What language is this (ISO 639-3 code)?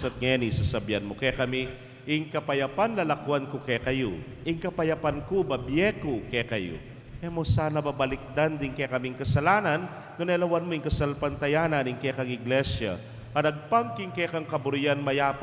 pam